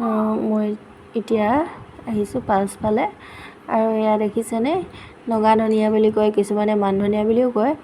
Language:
Assamese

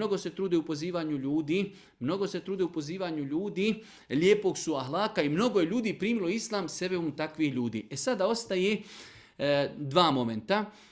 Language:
Bosnian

